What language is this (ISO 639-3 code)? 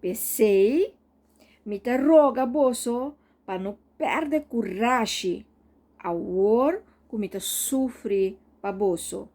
pap